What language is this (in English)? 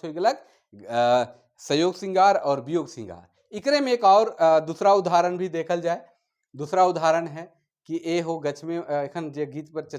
Sadri